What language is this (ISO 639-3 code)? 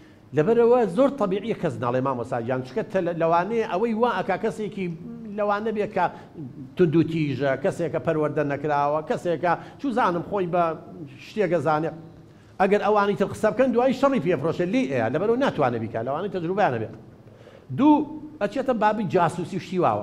ckb